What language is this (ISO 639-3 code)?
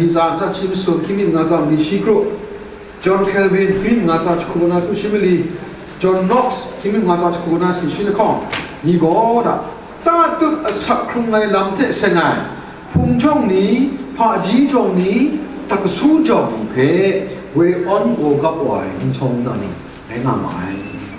kac